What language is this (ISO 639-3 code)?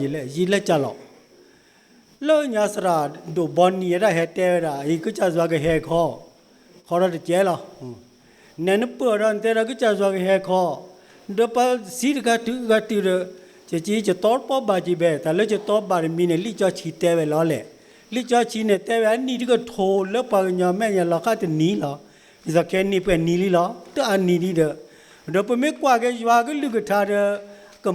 ksw